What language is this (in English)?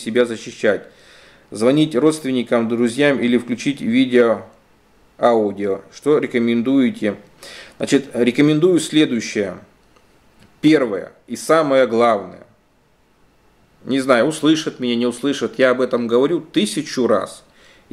Russian